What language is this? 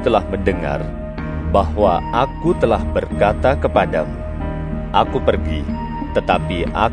Indonesian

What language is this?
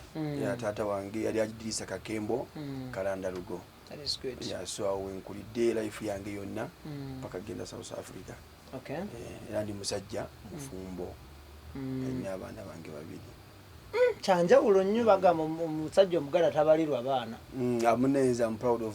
Ganda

